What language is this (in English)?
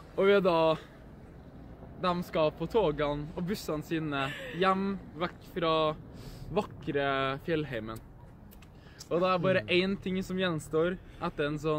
Norwegian